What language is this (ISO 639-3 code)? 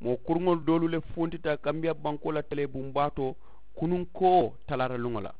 man